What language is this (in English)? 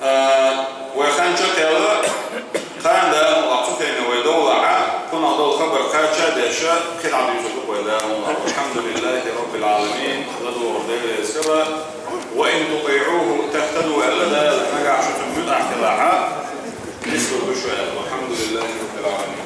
Chechen